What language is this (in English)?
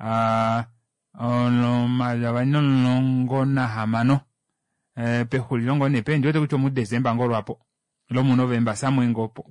Kuanyama